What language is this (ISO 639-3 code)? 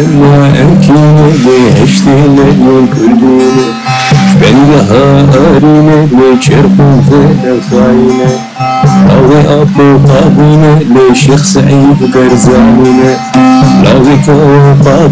apc